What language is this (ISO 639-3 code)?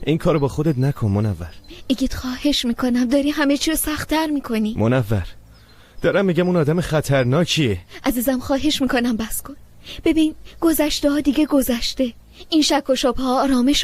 fas